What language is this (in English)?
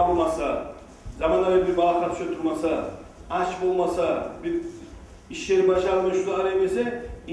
Kumyk